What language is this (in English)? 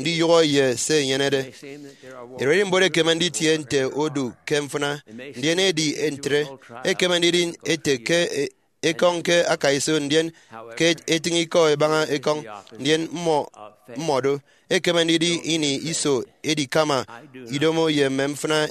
Efik